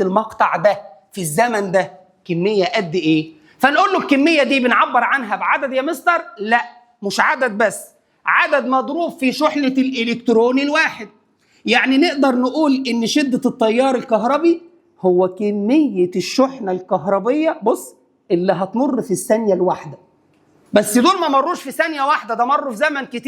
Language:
Egyptian Arabic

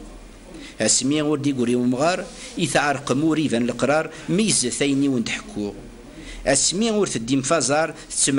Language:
Kabyle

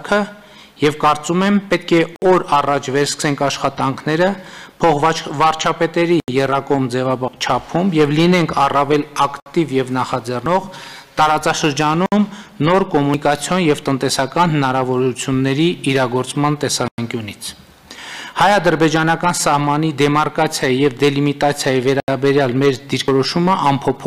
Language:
Armenian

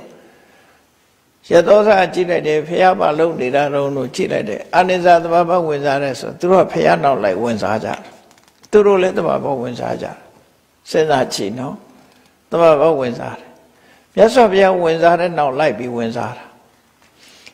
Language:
Burmese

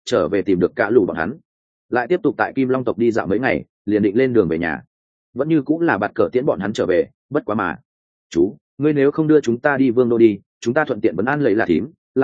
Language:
Vietnamese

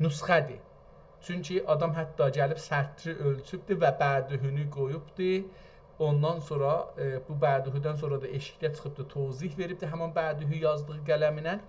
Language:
South Azerbaijani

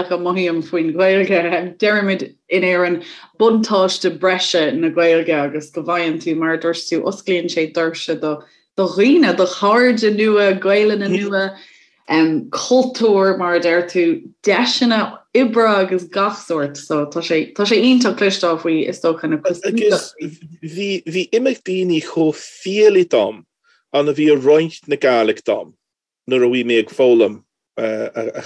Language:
Irish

